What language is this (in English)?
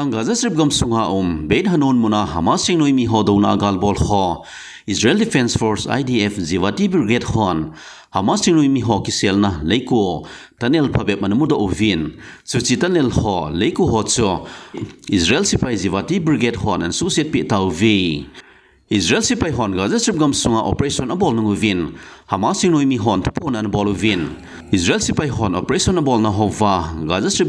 Thado Chin